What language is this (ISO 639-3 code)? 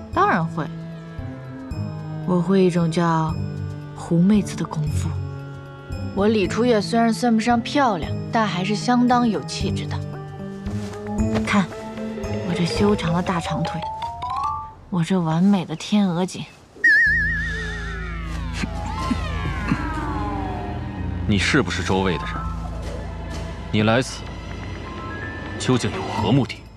zho